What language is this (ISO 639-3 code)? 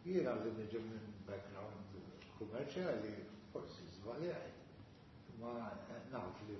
mlt